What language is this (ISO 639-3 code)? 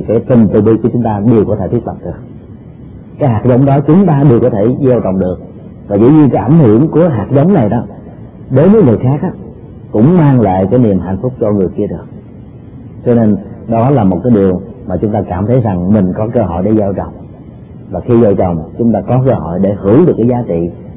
vie